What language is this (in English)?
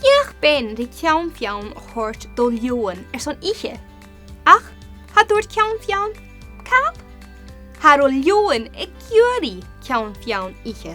Scottish Gaelic